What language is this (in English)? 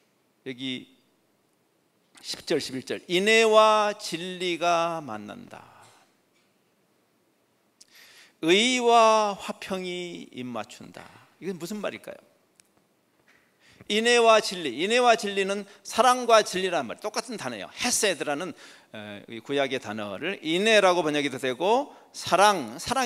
Korean